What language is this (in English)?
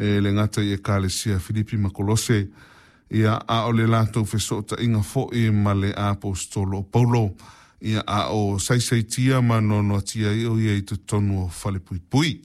Samoan